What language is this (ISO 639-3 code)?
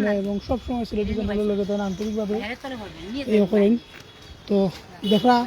syl